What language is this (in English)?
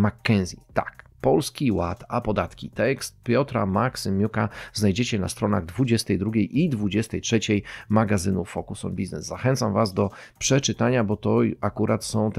Polish